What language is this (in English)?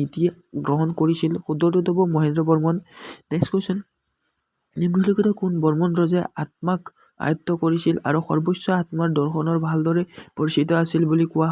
Assamese